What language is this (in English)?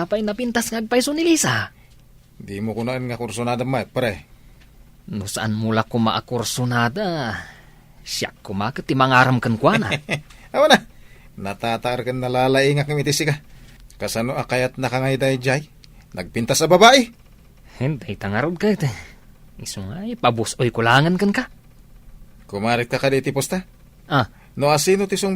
Iloko